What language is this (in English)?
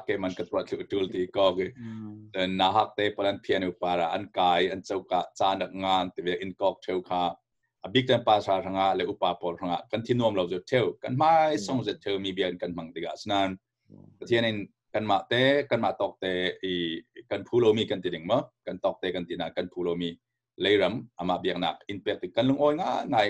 Falam Chin